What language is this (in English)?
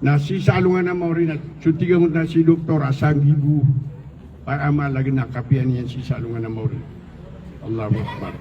Maranao